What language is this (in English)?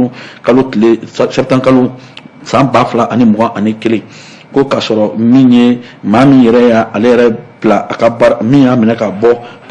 Bambara